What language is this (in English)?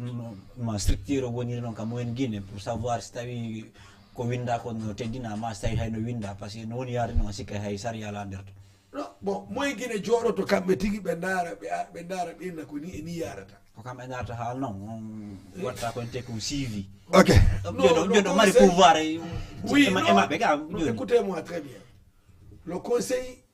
Fula